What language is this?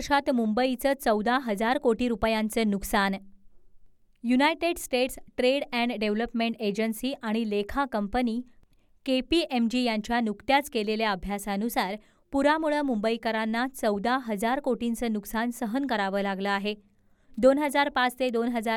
Marathi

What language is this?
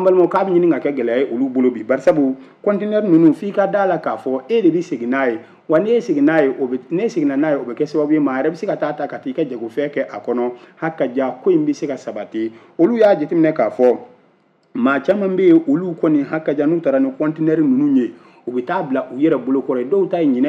Bambara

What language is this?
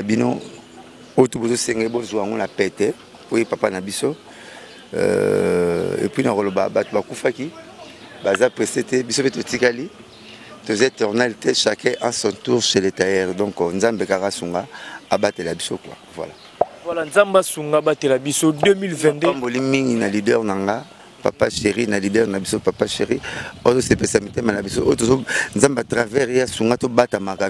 Lingala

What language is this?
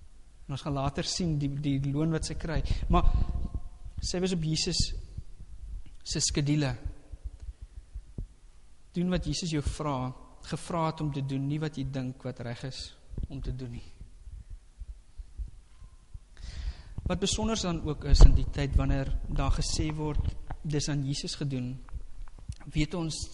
Afrikaans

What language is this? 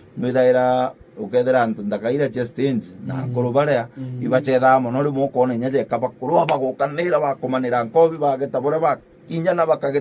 Meru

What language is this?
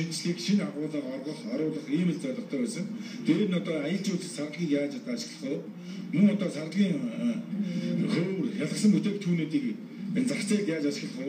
Mongolian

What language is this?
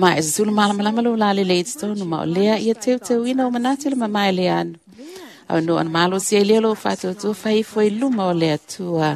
Samoan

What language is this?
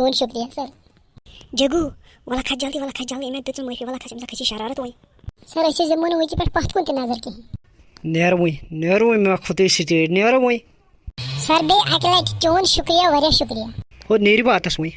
Kashmiri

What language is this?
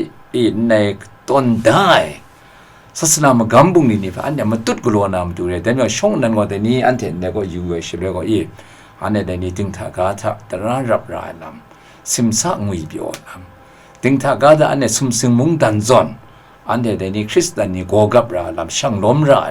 Kachin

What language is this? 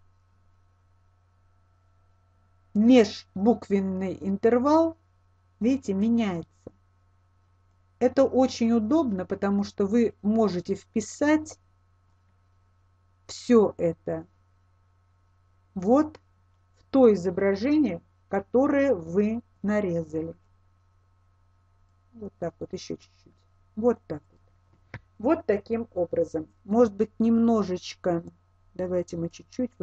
Russian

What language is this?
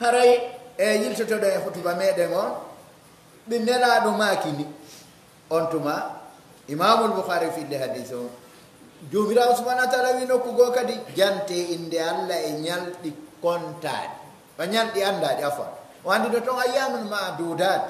Pular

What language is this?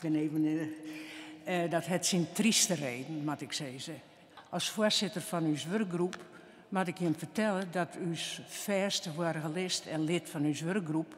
Western Frisian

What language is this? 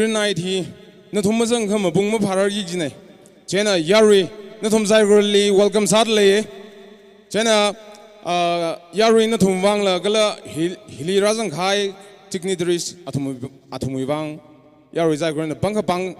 Tangkhul Naga (India)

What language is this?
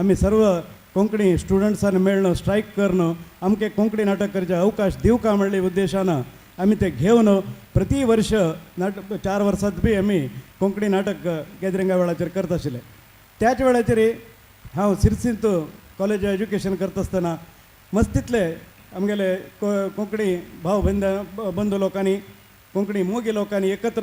Konkani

